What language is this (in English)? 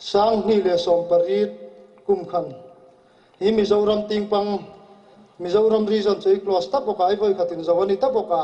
Hmar